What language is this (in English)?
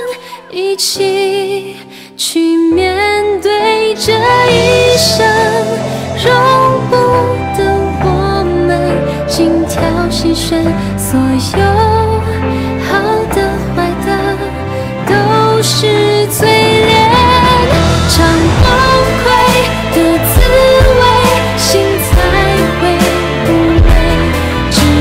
Chinese